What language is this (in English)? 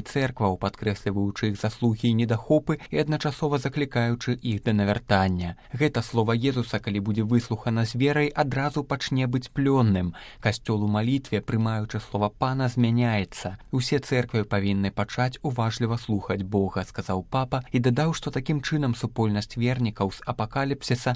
Belarusian